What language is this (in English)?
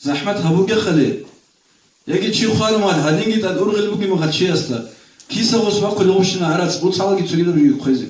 Avaric